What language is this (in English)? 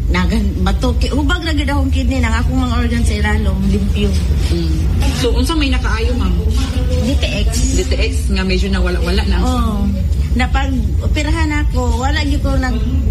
Cebuano